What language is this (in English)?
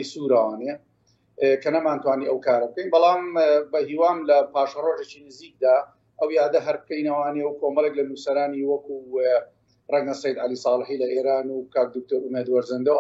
Central Kurdish